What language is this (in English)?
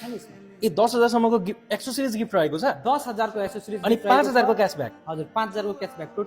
Nepali